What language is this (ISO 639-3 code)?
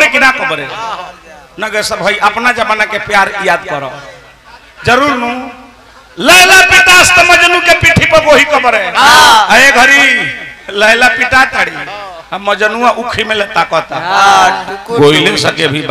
bho